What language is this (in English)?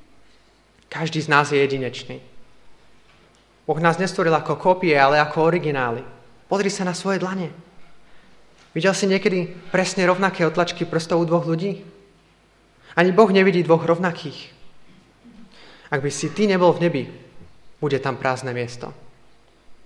Slovak